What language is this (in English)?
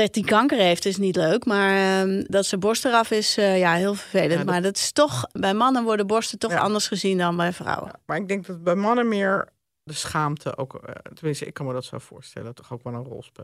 Dutch